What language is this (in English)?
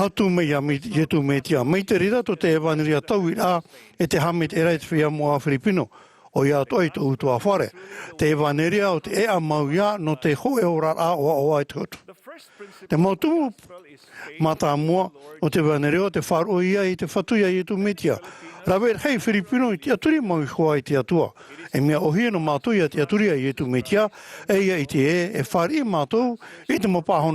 Tahitian